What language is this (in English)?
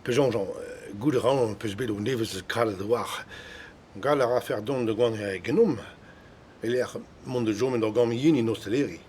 Breton